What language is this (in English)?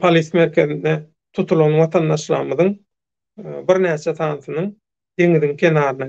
Turkmen